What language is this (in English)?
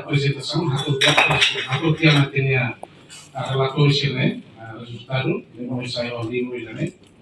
Tetum